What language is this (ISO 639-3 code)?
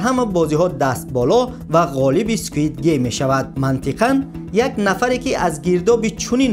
tgk